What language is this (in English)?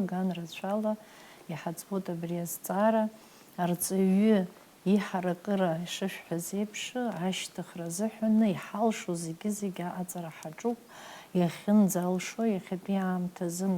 Abkhazian